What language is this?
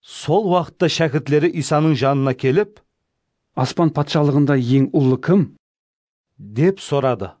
Kara-Kalpak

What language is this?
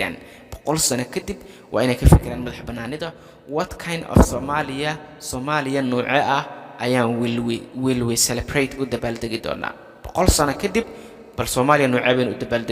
Somali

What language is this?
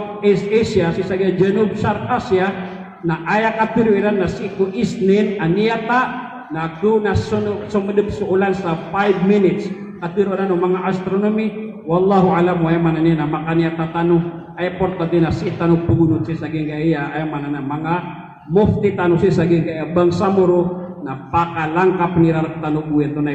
Maranao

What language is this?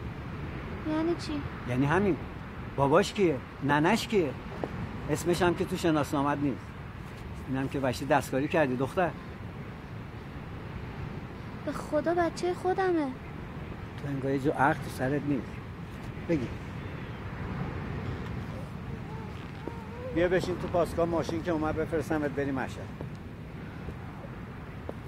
Persian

